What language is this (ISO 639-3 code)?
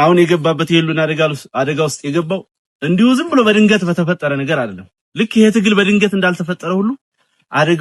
amh